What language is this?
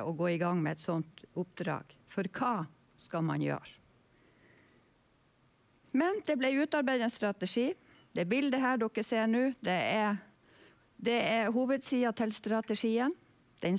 Norwegian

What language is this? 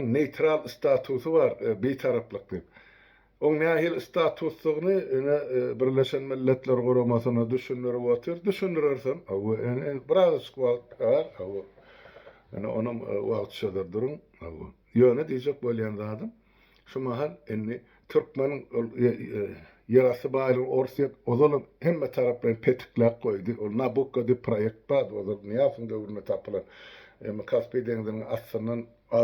Turkmen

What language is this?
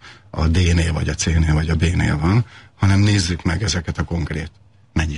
Hungarian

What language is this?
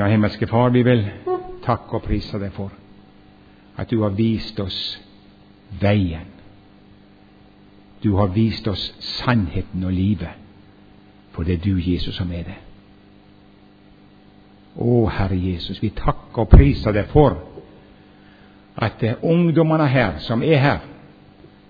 Norwegian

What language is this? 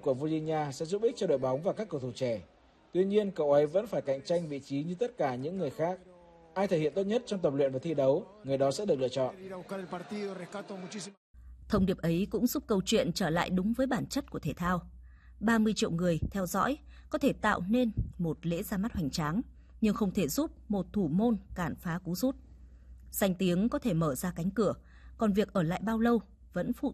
Vietnamese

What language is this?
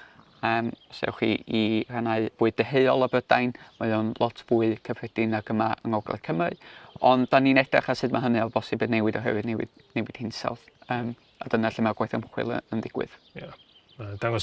Welsh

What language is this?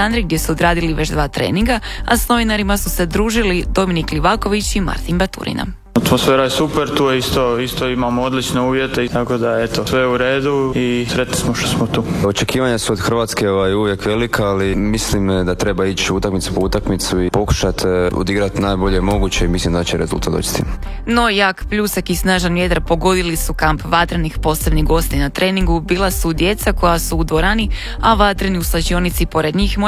Croatian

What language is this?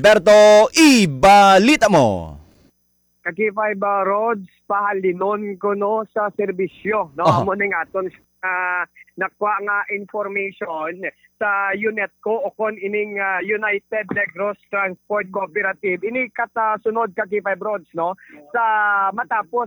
Hiligaynon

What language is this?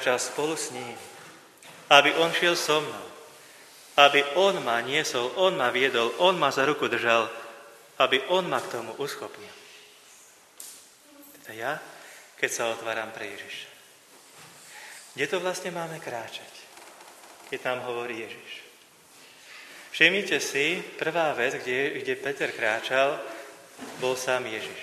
Slovak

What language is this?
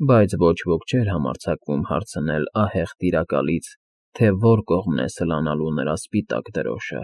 Armenian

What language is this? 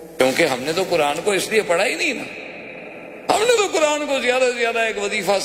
Urdu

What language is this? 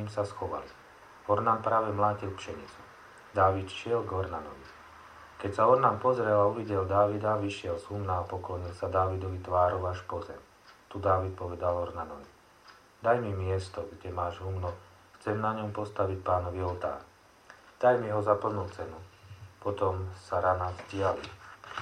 Slovak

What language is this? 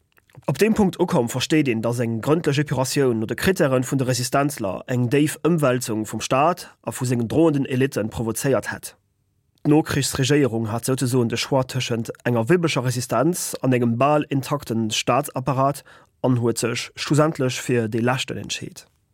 Luxembourgish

